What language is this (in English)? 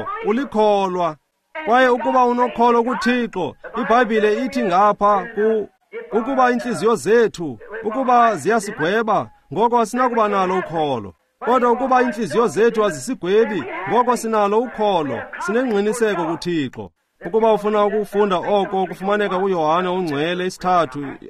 Xhosa